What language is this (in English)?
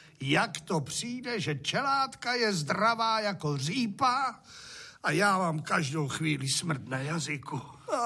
Czech